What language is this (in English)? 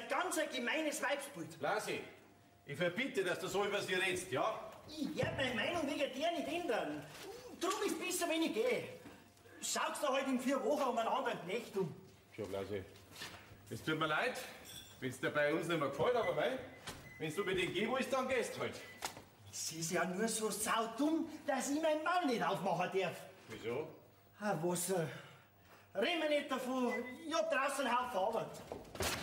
Bavarian